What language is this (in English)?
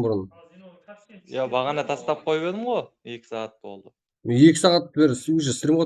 Kara-Kalpak